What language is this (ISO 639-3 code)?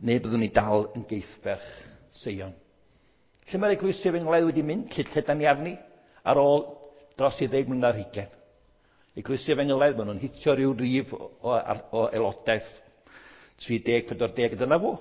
cym